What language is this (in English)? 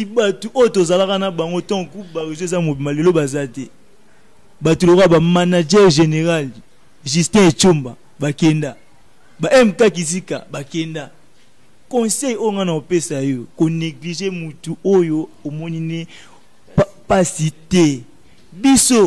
Lingala